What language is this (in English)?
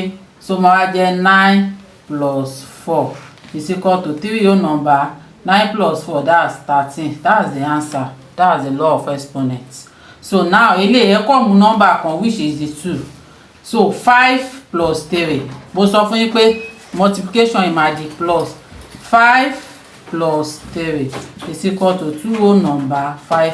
Yoruba